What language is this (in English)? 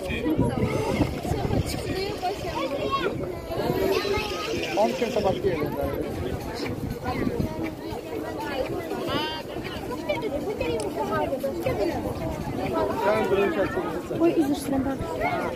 Turkish